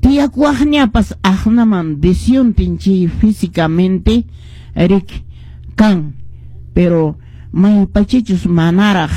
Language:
Quechua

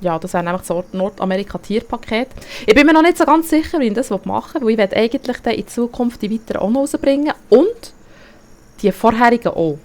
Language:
Swiss German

